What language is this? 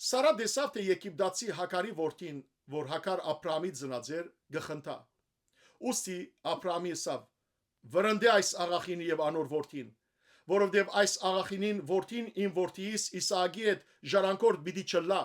Western Armenian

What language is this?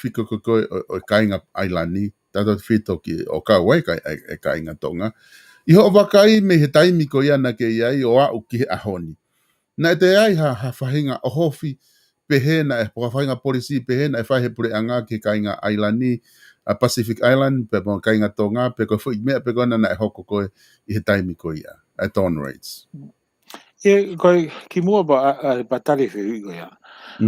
Tongan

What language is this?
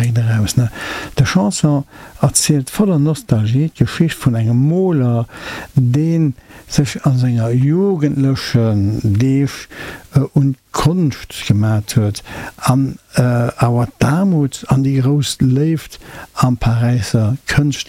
Luxembourgish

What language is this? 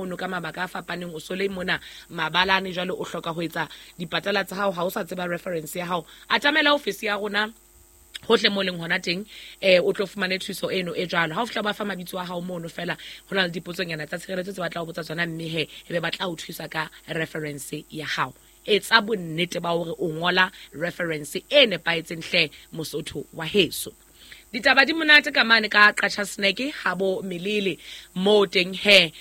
Southern Sotho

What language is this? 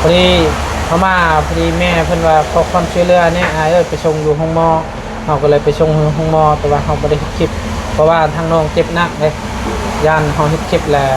Lao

